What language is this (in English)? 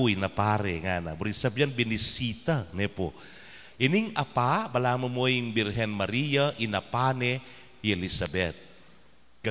Pampanga